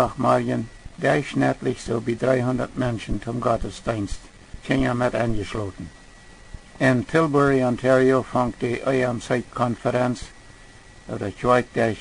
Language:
Plautdietsch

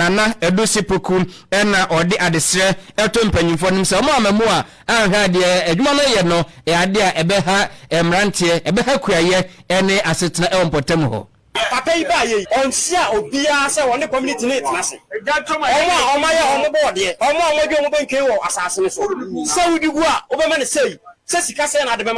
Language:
Akan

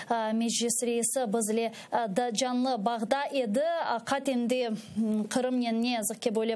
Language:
Crimean Tatar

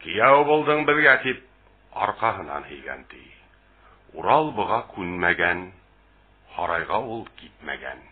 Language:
Bashkir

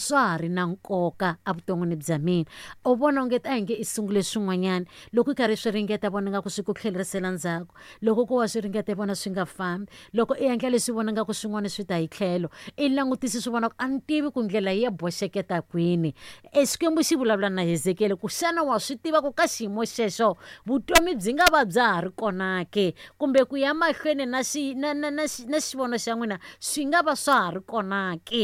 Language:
Tsonga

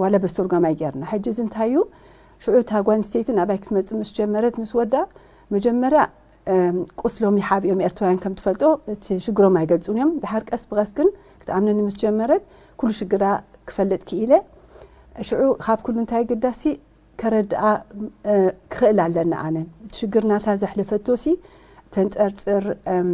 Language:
Tigrinya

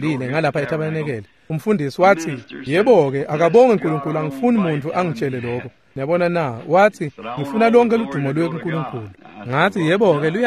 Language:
Swati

